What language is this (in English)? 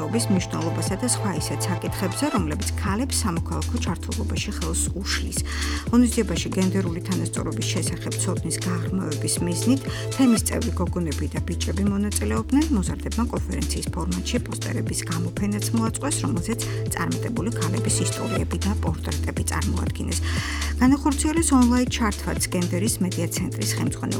Georgian